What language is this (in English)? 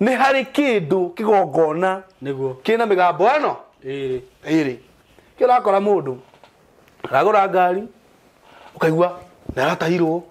Kikuyu